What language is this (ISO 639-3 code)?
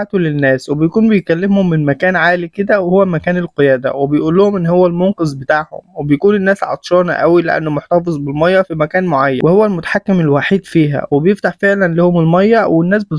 arz